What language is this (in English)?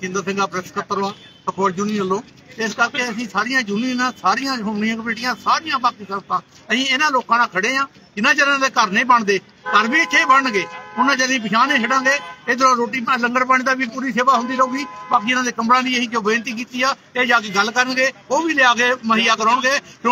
Punjabi